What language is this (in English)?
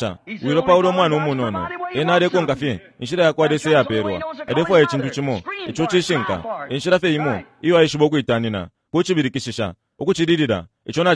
Bemba